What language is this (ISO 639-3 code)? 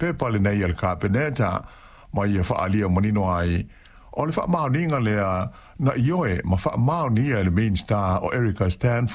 smo